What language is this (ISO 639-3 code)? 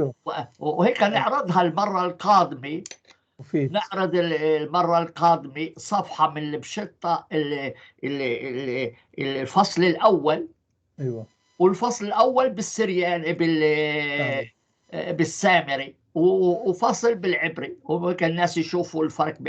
apc